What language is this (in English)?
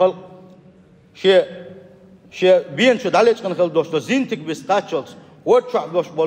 Chechen